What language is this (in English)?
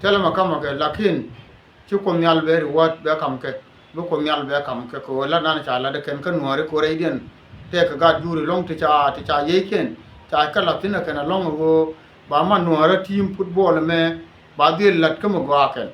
Nuer